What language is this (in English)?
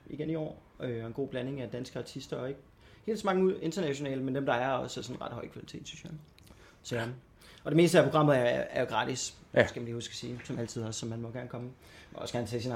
Danish